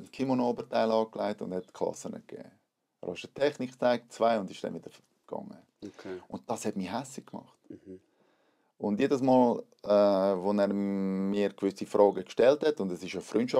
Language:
Swiss German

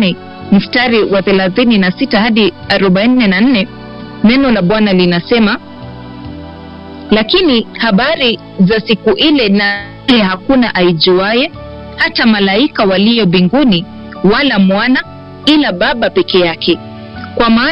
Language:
Swahili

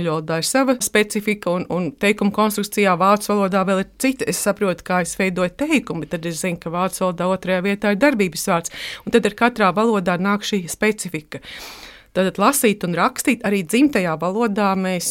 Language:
Latvian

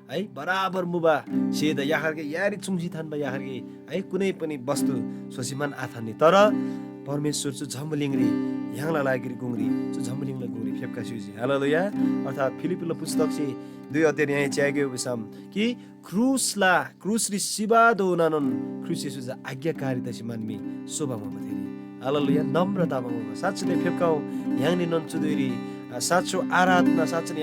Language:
Eastern Tamang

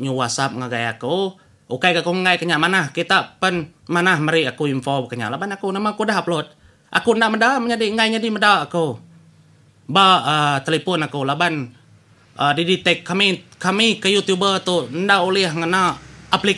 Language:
Iban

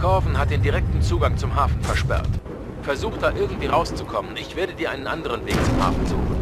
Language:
Bavarian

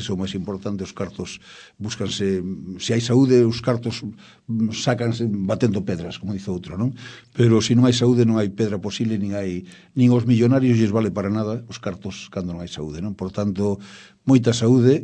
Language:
Galician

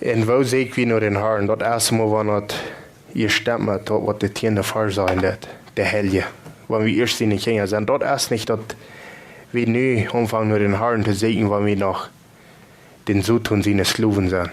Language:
Plautdietsch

